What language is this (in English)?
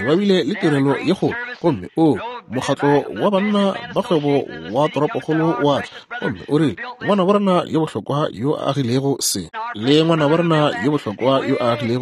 Northern Sotho